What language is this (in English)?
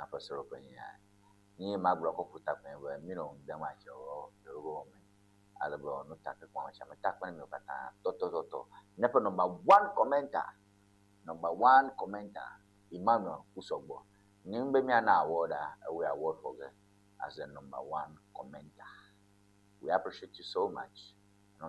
Ewe